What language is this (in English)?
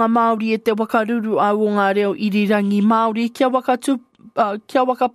Māori